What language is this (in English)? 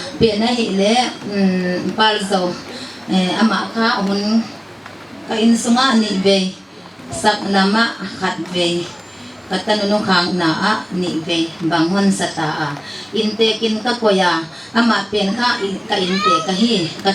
Paite Chin